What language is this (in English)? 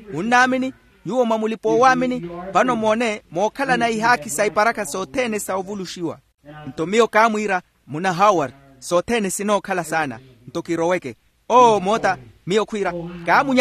Makhuwa